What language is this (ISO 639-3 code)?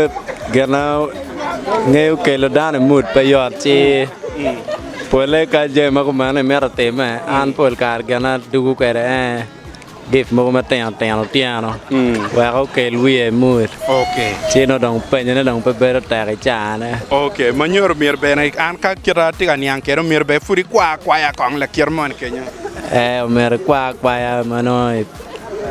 ach